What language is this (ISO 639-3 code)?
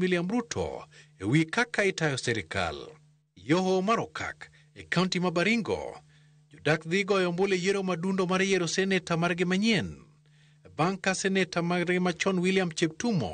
luo